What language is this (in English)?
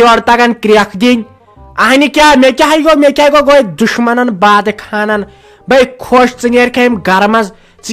Kashmiri